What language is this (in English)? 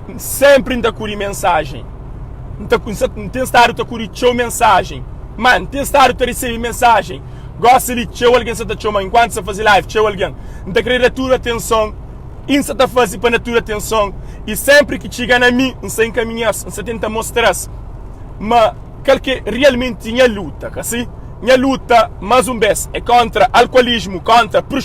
Kabuverdianu